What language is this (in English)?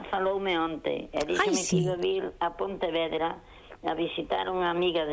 Galician